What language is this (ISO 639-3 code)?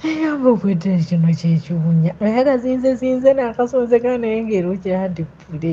lug